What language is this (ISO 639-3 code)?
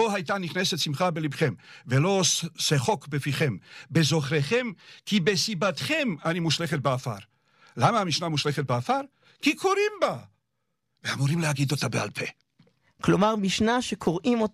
heb